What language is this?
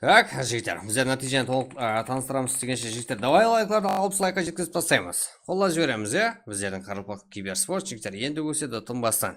Kara-Kalpak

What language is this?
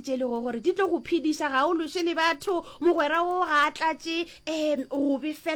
Northern Sotho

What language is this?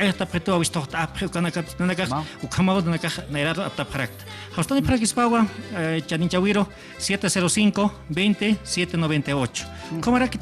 Aymara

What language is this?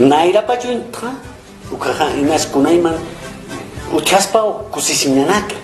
Aymara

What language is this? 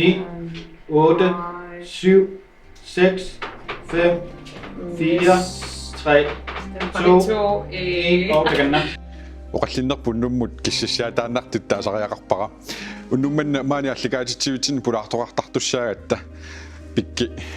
Kalaallisut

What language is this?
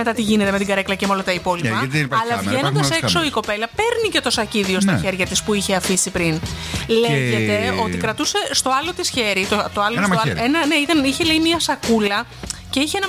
Greek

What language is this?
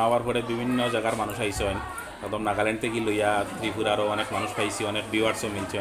Sylheti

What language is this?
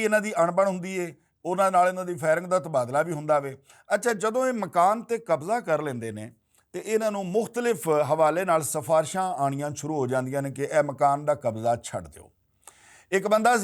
Western Panjabi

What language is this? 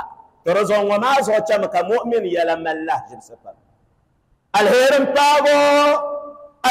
Dagbani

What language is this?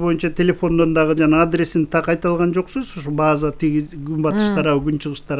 Kyrgyz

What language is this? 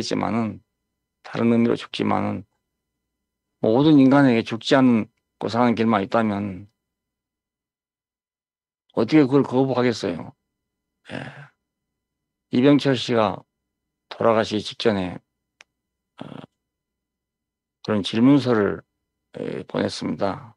Korean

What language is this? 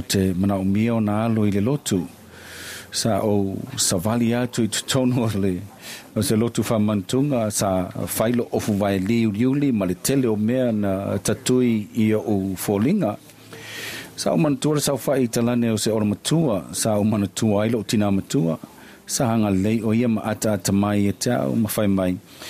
Samoan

